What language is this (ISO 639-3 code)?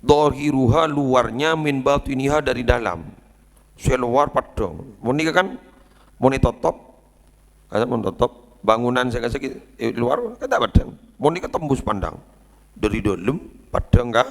mad